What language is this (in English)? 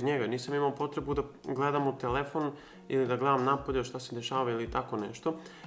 Serbian